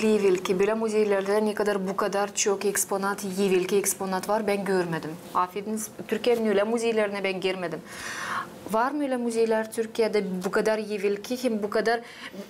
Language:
Gagauz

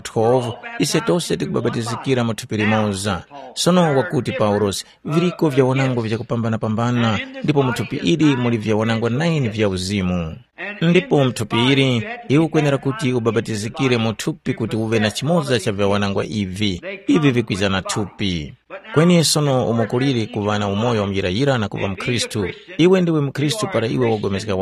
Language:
Tumbuka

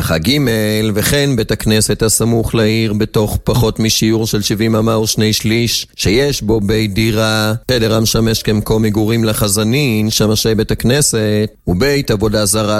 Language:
Hebrew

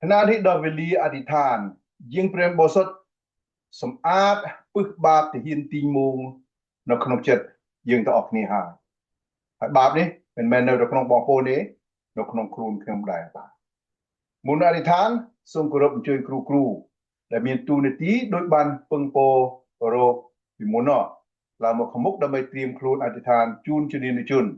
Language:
Khmer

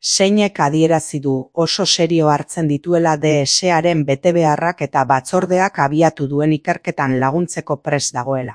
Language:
Basque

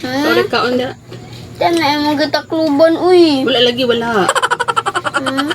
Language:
Cebuano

